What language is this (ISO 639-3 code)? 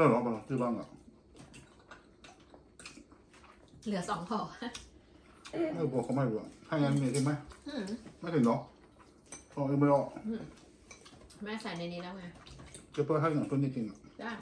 tha